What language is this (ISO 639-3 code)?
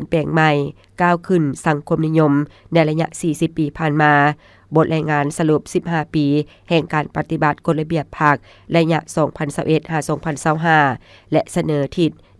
lao